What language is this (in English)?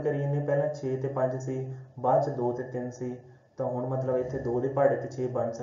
Punjabi